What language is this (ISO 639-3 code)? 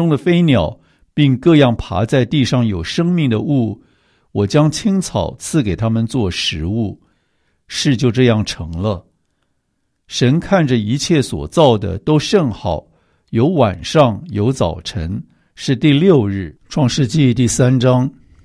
zho